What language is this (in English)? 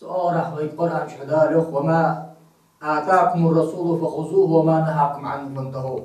Ingush